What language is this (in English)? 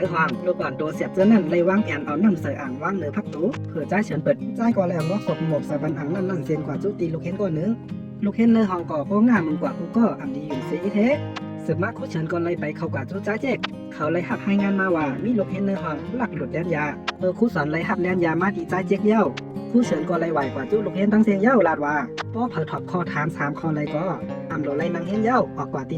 Shan